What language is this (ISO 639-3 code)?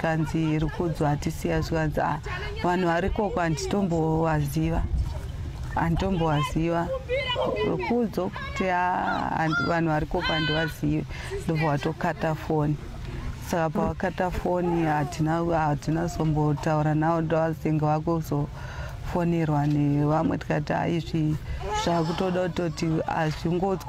sna